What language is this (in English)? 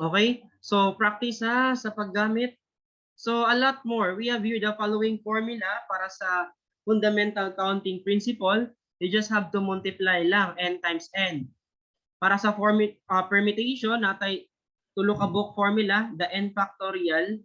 Cebuano